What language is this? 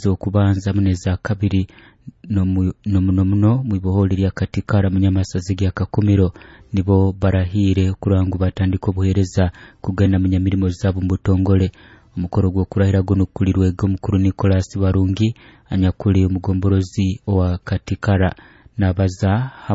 Nyoro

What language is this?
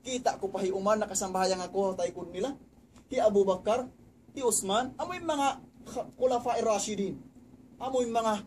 Tausug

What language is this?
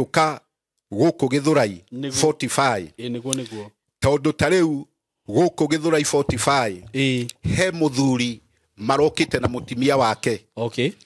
Kikuyu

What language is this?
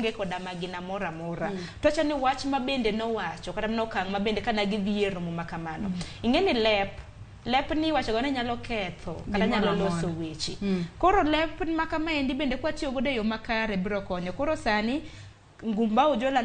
Luo (Kenya and Tanzania)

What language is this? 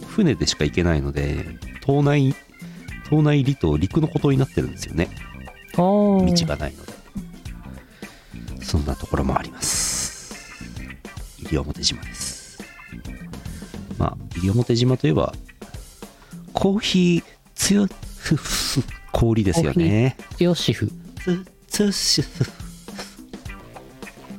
Japanese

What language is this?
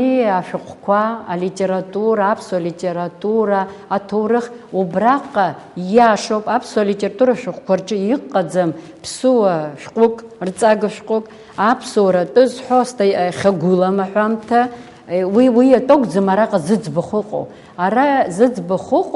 Abkhazian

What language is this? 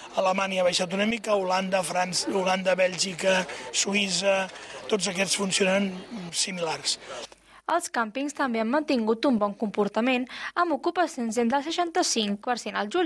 Catalan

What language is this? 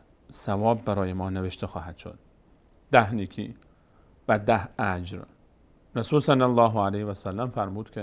Persian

